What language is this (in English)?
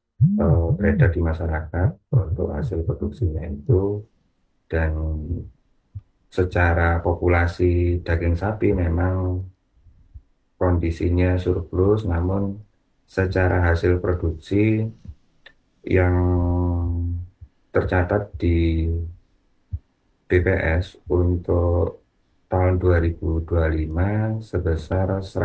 Indonesian